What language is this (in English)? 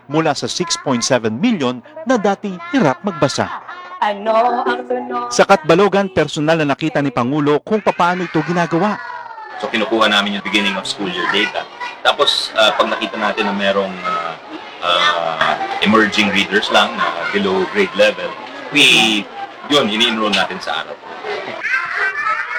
Filipino